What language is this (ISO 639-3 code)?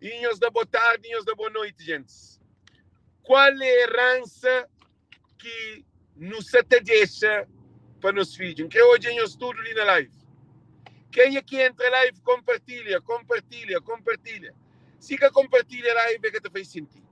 kea